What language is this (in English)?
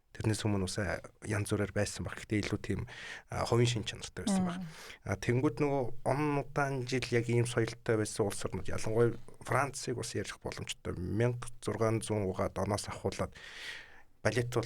Mongolian